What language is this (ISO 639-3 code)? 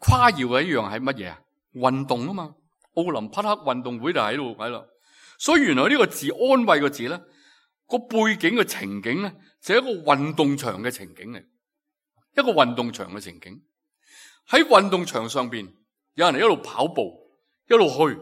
yue